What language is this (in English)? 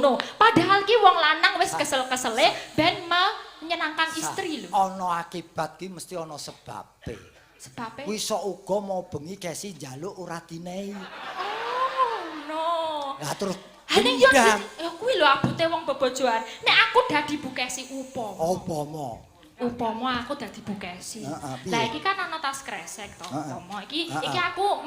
Javanese